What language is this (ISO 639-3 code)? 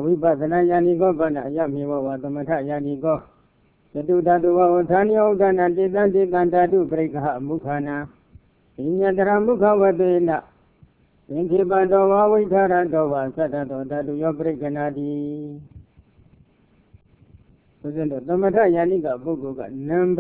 mya